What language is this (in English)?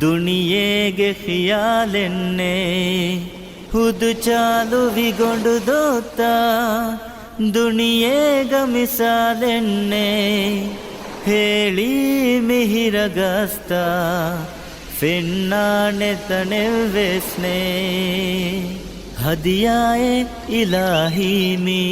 Divehi